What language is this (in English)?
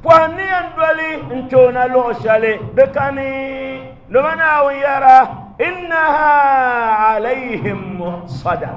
Dagbani